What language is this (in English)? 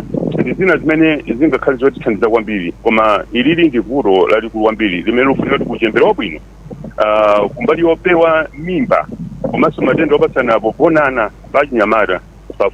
Nyanja